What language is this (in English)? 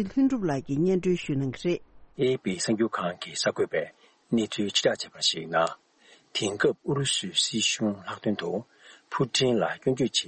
Tibetan